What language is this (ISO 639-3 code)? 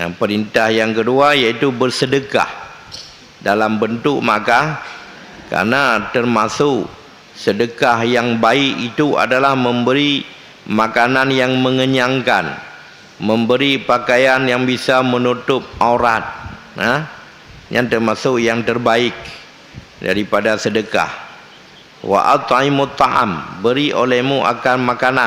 ace